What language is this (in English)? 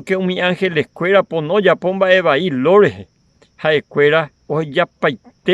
Guarani